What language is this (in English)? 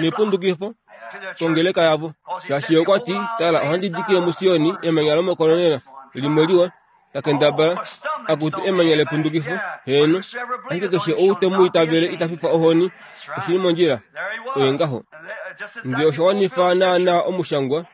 Kuanyama